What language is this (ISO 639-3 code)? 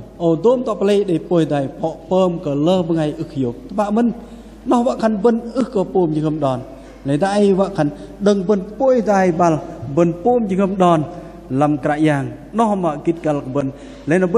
bdq